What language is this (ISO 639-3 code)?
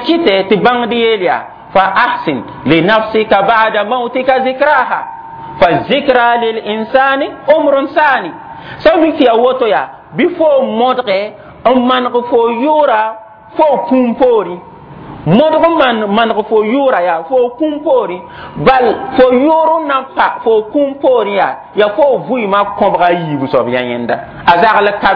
mos